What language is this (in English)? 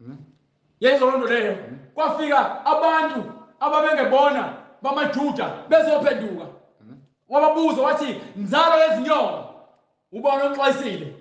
Zulu